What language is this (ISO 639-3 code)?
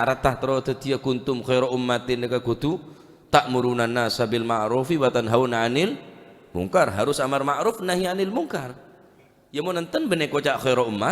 mad